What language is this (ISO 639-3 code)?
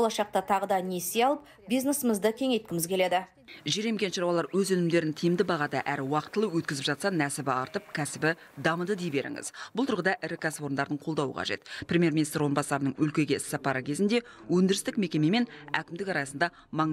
kaz